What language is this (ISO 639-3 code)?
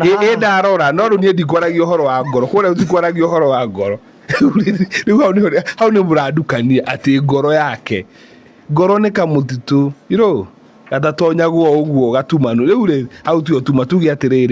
kik